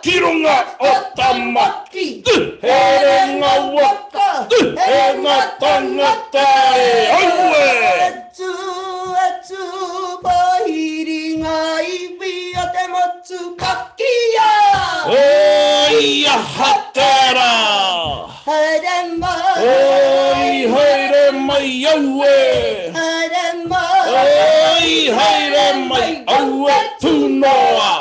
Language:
Māori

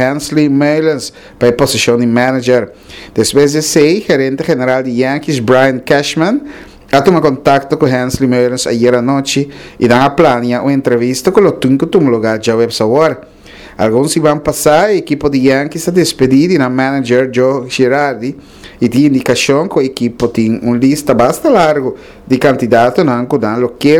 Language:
Papiamento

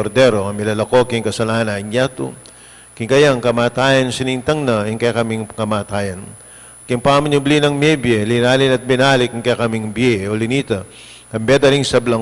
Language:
Pampanga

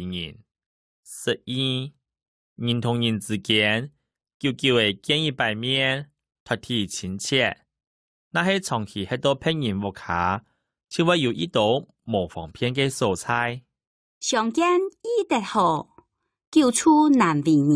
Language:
Hakka Chinese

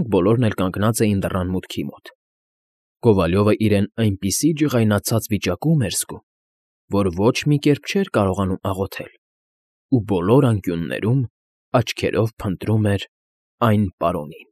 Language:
Armenian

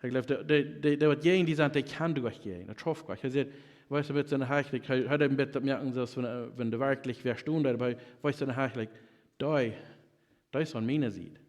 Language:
Plautdietsch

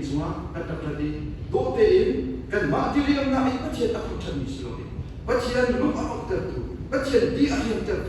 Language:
Hakha Chin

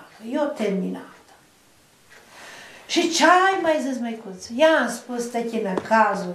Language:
Romanian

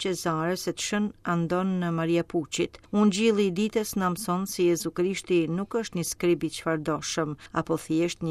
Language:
Albanian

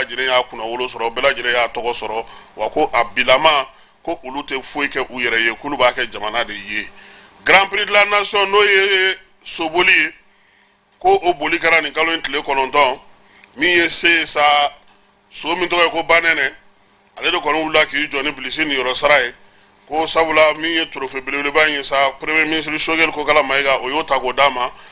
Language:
Bambara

